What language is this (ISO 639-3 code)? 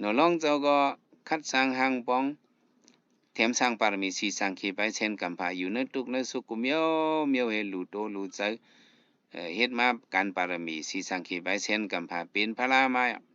shn